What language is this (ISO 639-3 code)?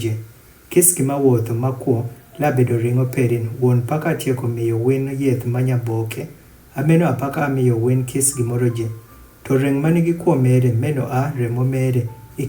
adh